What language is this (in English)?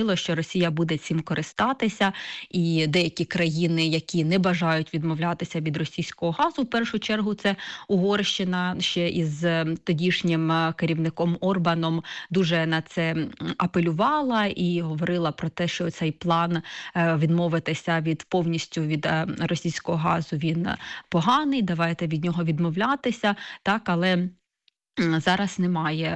Ukrainian